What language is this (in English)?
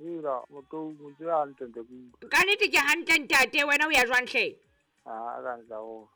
Southern Sotho